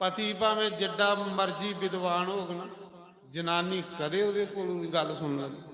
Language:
Dogri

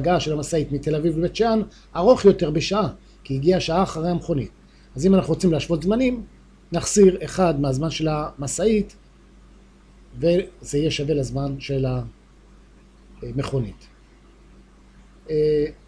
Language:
Hebrew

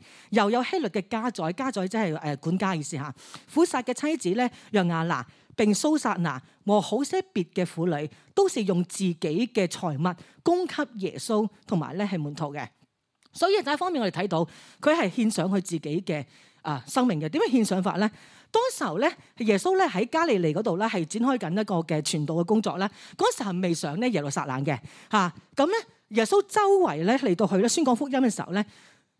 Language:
Cantonese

